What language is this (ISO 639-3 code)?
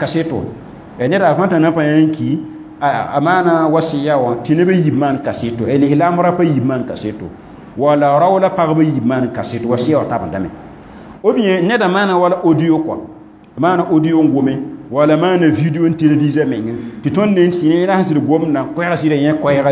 mos